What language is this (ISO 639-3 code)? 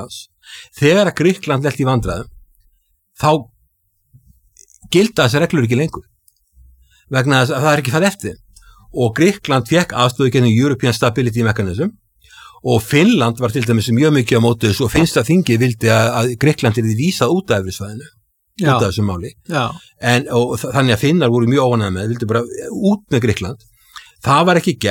isl